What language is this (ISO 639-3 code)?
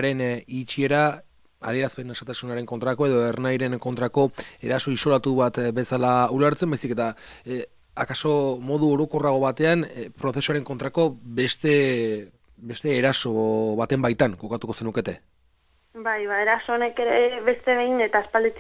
eus